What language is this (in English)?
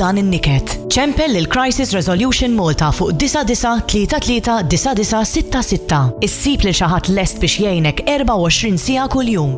Maltese